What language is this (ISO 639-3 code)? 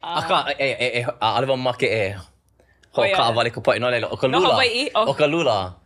haw